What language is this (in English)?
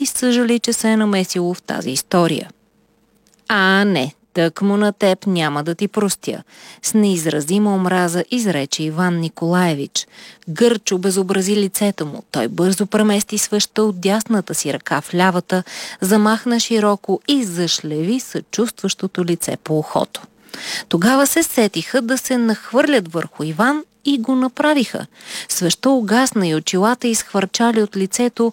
Bulgarian